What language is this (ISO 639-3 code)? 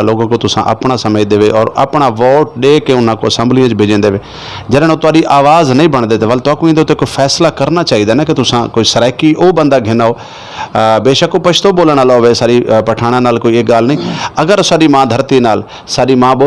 skr